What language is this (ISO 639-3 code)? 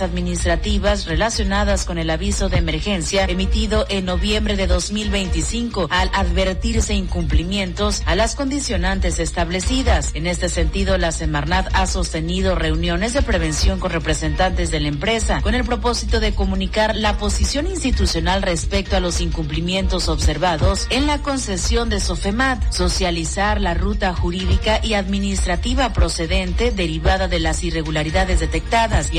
spa